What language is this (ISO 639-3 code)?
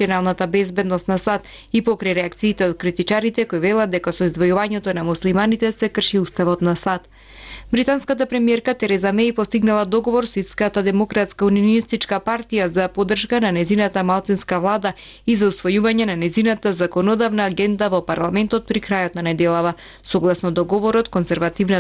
mkd